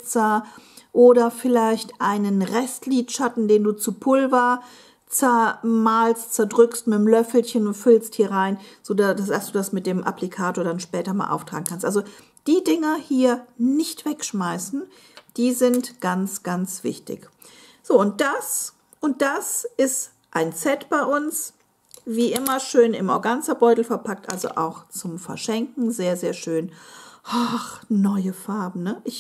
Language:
German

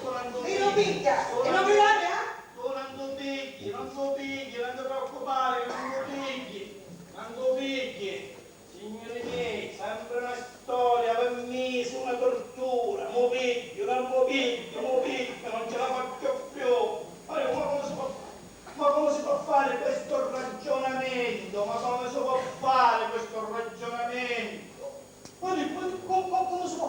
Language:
Sicilian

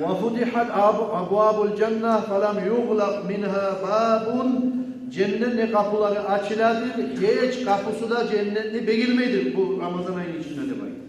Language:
Kumyk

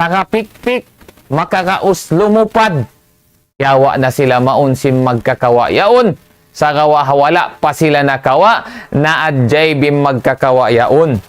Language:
Tausug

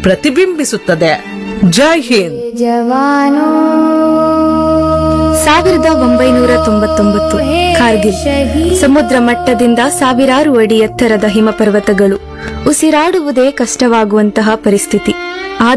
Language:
Kannada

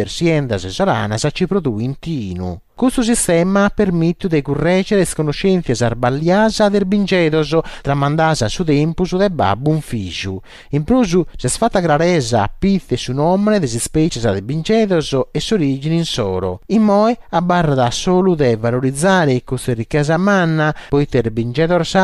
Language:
Sardinian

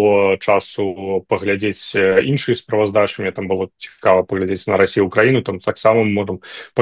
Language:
Belarusian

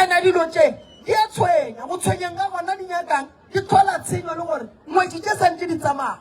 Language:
Northern Sotho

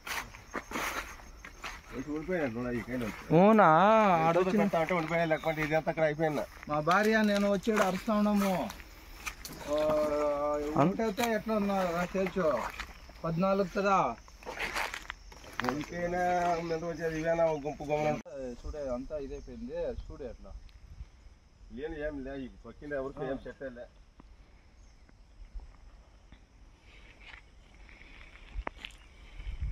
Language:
Telugu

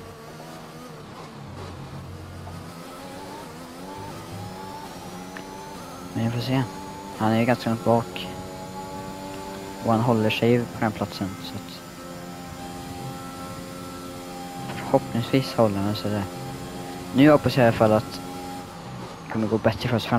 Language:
Swedish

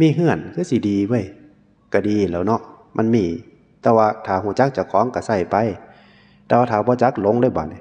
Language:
Northeastern Thai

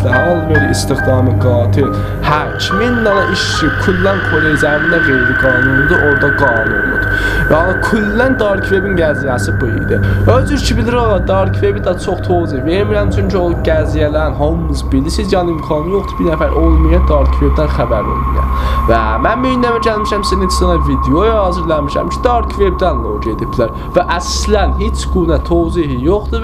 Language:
South Azerbaijani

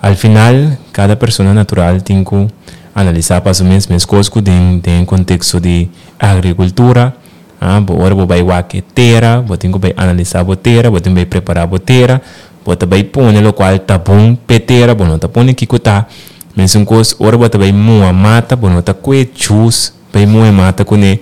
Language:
Papiamento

